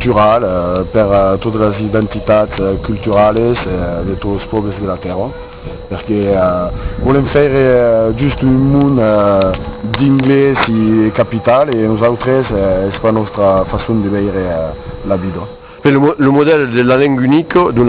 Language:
Occitan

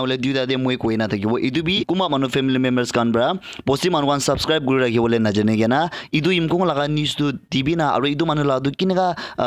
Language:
Naga Pidgin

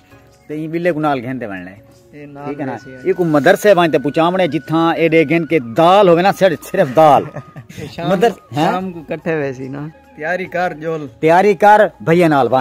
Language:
Saraiki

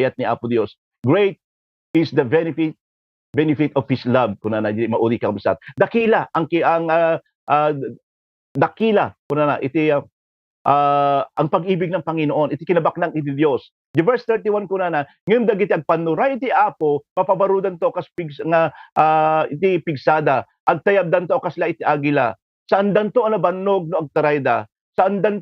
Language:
Iloko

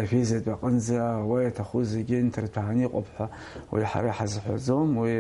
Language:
Abkhazian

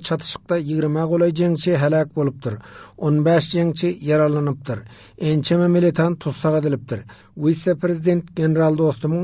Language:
Turkmen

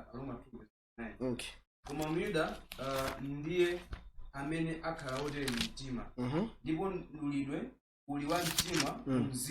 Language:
Nyanja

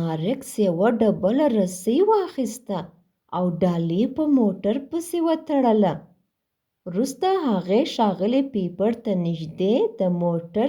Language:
Pashto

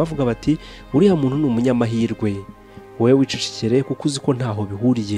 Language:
Kinyarwanda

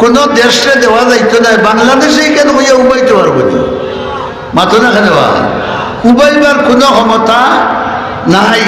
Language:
Sylheti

